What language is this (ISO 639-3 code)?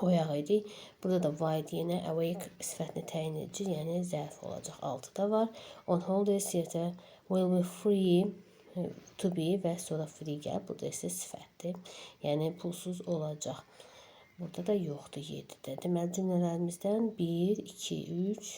aze